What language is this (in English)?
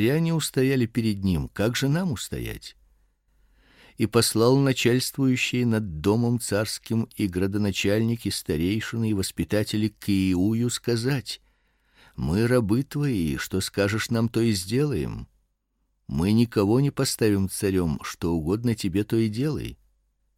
Russian